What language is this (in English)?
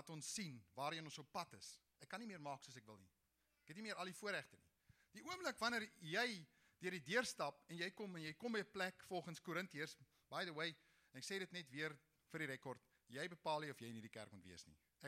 Afrikaans